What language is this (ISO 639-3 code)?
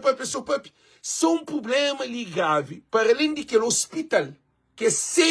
kea